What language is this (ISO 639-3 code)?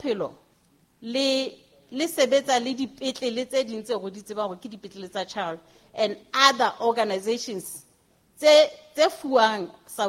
sot